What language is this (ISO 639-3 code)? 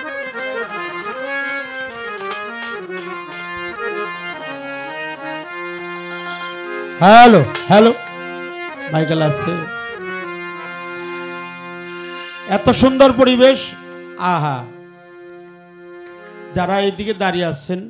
ben